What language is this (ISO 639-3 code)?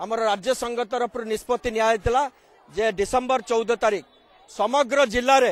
ori